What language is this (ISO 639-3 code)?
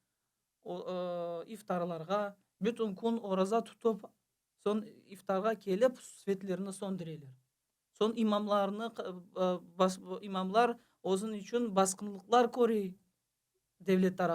crh